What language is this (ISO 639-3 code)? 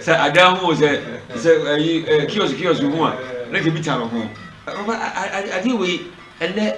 aka